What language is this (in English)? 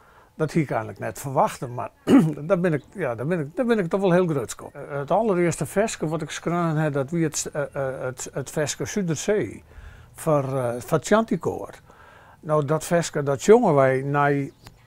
Western Frisian